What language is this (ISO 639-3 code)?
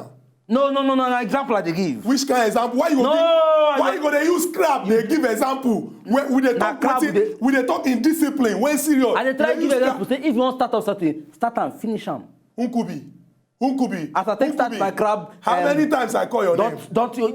pcm